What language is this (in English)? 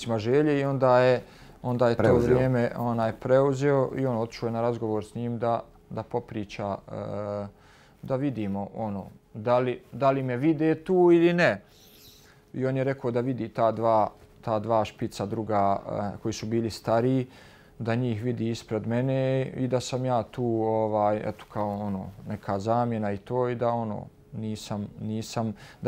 Bosnian